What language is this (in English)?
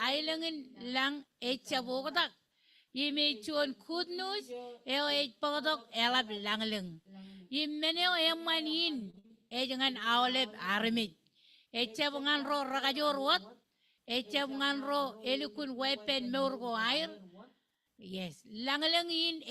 Marshallese